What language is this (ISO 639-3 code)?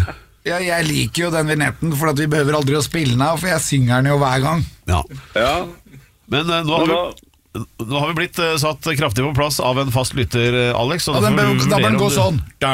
nor